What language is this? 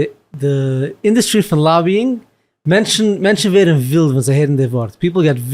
Yiddish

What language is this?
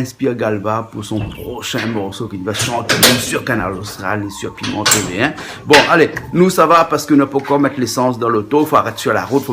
Réunion Creole French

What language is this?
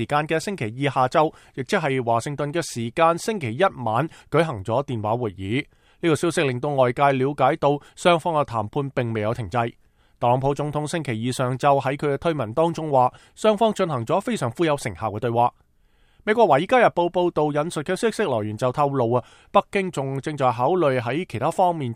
Cantonese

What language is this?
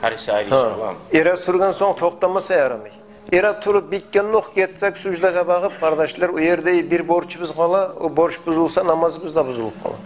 Kumyk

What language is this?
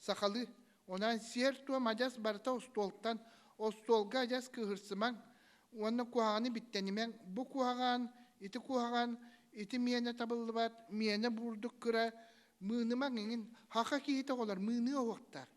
Yakut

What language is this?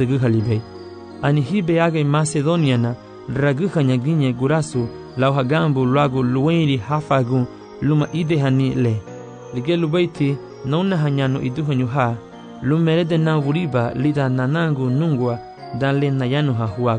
Garifuna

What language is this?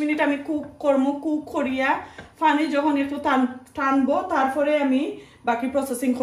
Sylheti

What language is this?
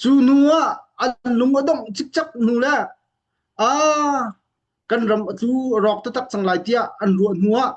Hakha Chin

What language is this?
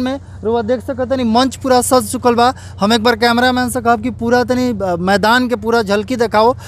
Bhojpuri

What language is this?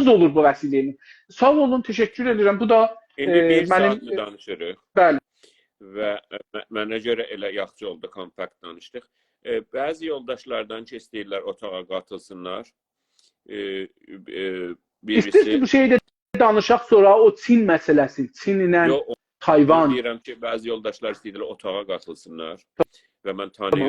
South Azerbaijani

